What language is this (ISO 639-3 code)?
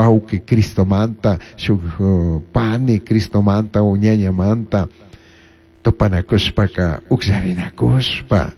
qug